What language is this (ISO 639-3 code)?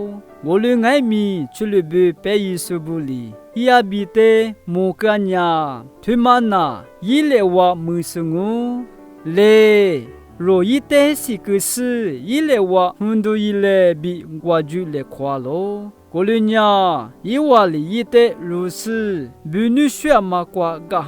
lis